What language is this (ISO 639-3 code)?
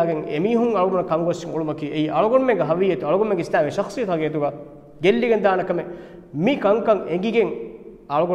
div